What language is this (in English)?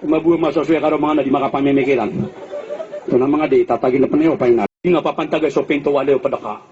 Maranao